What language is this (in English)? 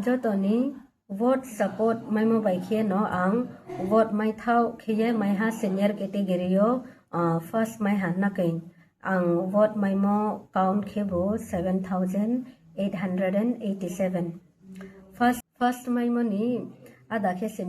Riang (India)